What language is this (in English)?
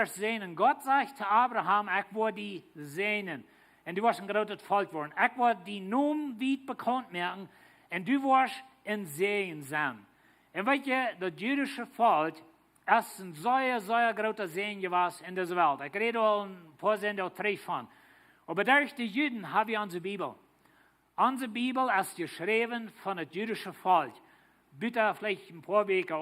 Plautdietsch